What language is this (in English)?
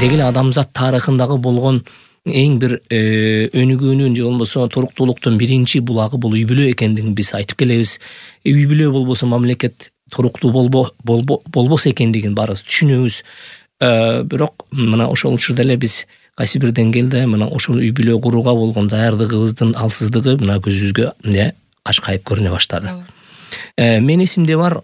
Kyrgyz